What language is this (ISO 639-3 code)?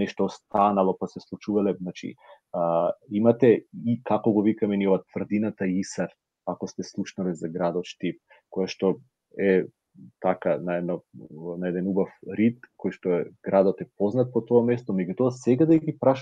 mkd